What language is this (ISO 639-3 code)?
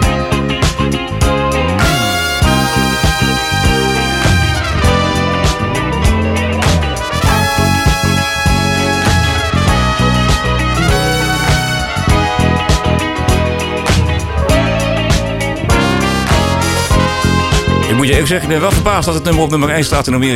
nld